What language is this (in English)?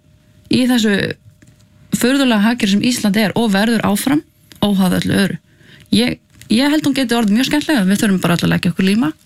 Icelandic